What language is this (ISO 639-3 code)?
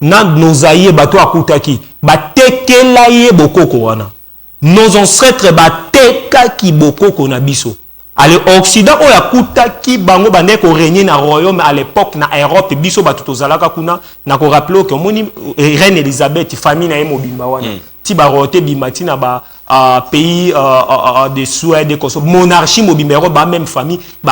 lin